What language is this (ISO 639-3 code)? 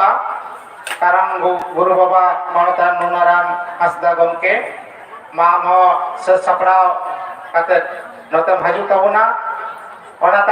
sat